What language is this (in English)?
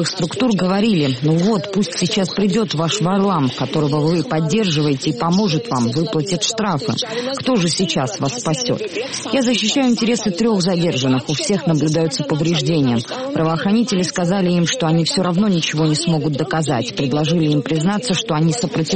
Russian